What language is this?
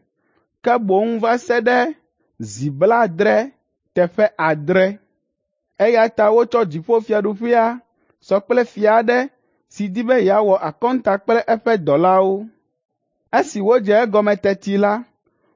Ewe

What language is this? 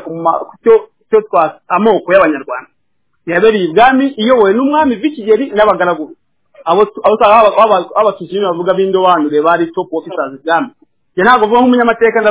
Kinyarwanda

